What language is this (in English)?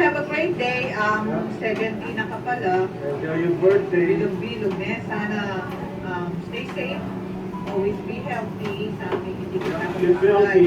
Pampanga